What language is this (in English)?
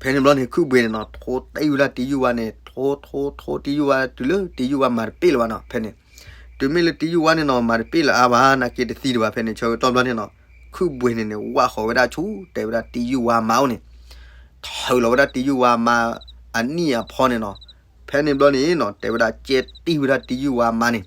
S'gaw Karen